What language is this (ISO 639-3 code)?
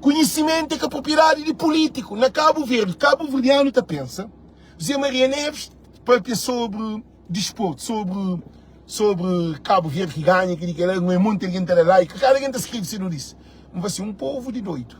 kea